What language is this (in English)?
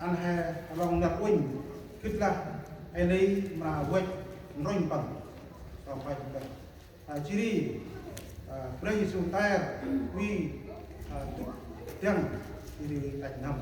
Central Mnong